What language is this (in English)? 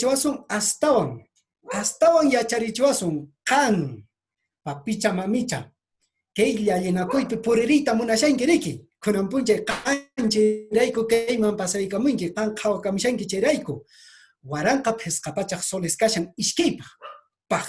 Quechua